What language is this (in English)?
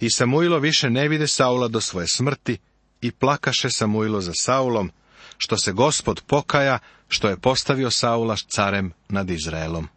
Serbian